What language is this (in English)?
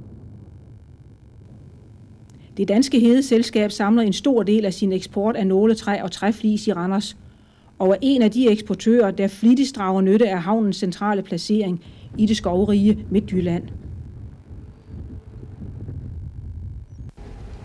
Danish